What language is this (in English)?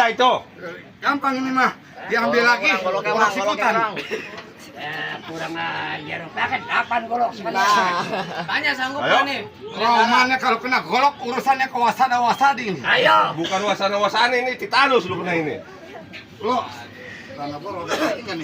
Betawi